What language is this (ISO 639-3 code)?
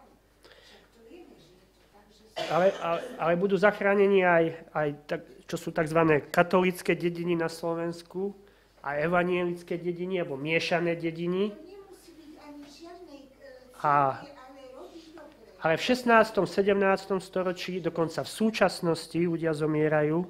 slk